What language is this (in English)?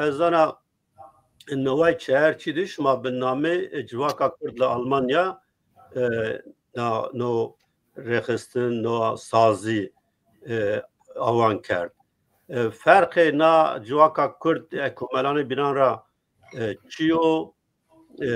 Zaza